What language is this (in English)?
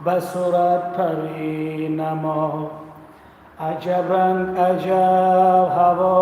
Tajik